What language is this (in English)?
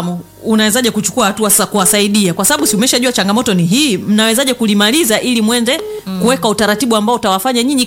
Swahili